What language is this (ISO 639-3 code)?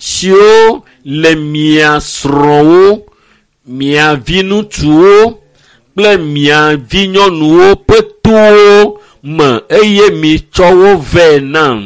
ewe